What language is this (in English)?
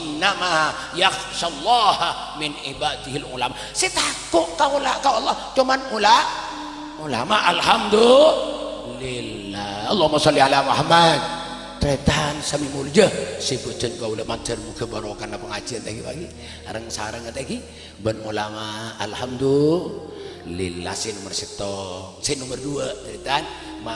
Madurese